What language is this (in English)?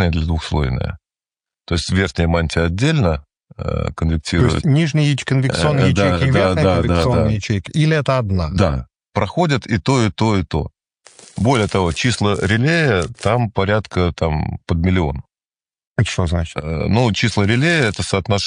Russian